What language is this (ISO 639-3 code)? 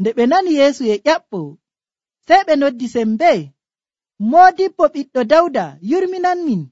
fuv